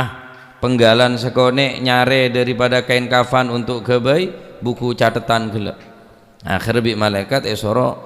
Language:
Madurese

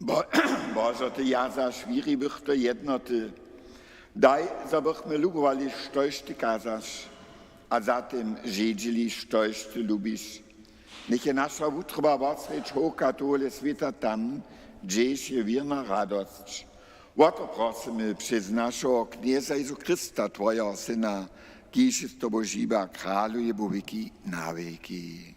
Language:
Upper Sorbian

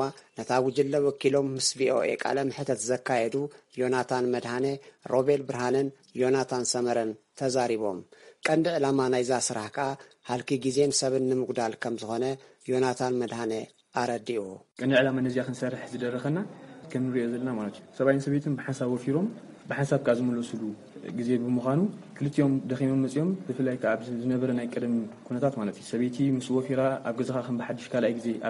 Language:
Tigrinya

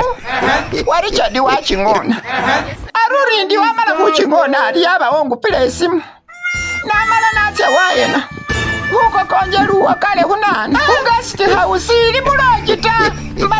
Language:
Masaaba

